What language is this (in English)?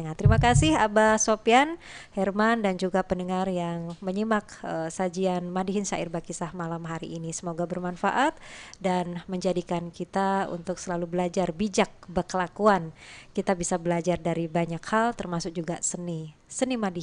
Banjar